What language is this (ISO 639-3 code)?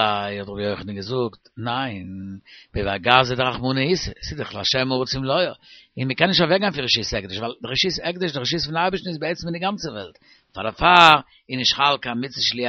yid